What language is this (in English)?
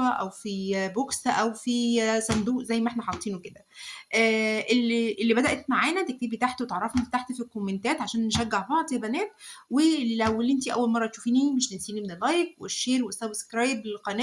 Egyptian Arabic